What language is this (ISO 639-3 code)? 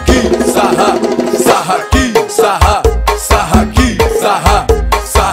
por